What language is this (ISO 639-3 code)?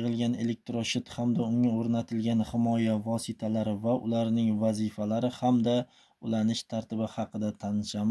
uzb